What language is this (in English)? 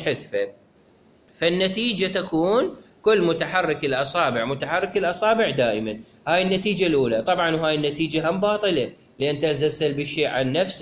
Mesopotamian Arabic